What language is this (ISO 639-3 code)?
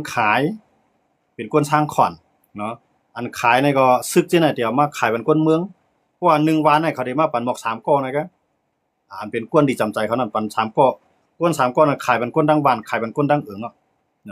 shn